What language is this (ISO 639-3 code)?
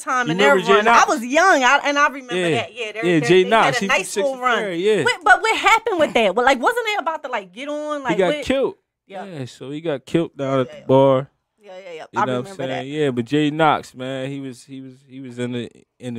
eng